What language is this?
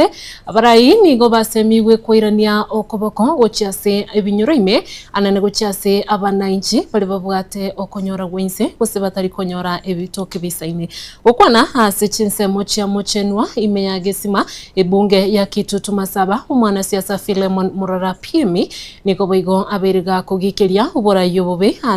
Gusii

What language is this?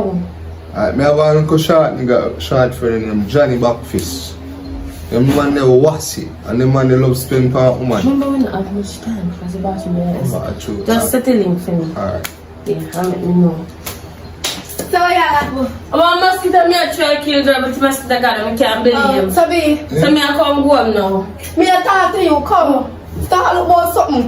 Jamaican Creole English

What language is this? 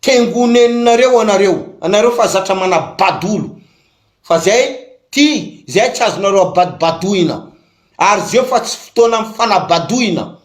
Malagasy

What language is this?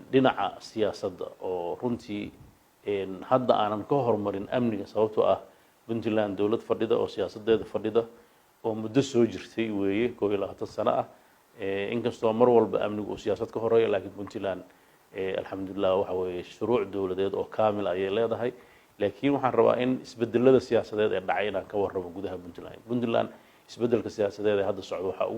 Somali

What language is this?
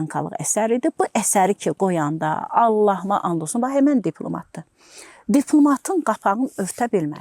Azerbaijani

